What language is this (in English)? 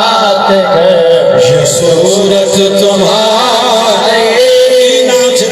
Saraiki